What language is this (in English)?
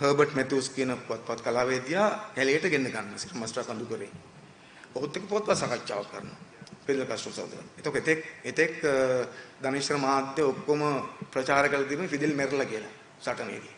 Sinhala